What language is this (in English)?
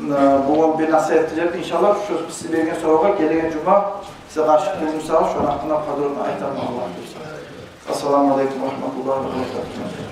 Kumyk